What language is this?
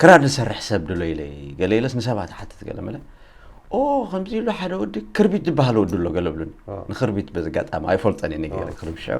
Tigrinya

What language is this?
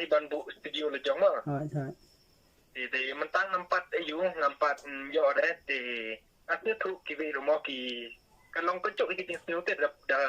Khasi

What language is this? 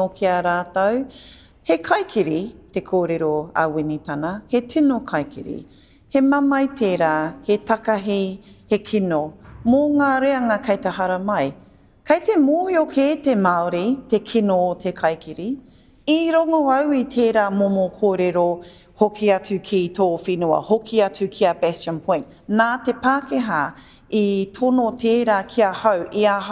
Māori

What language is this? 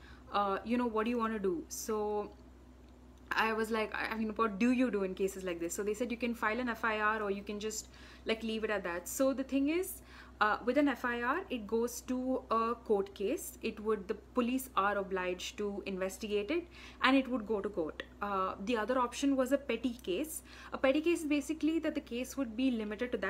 English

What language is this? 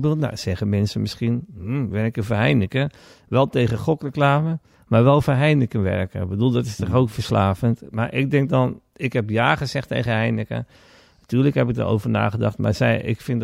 Dutch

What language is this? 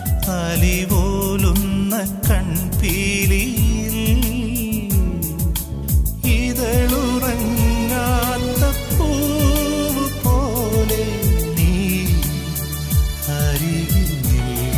Malayalam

